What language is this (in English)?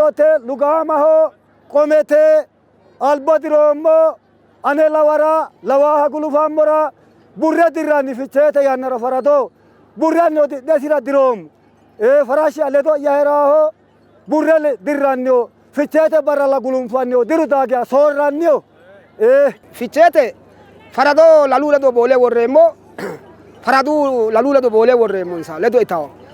Sidamo